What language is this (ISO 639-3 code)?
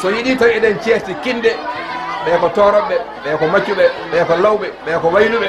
ful